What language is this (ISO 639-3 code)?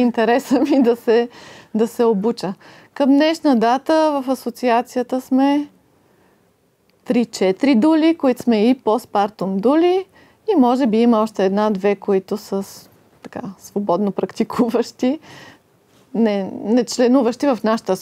bul